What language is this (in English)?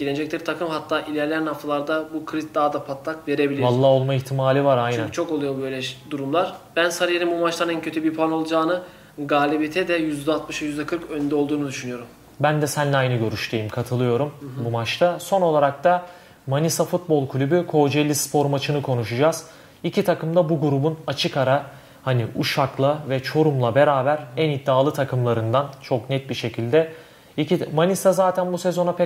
Turkish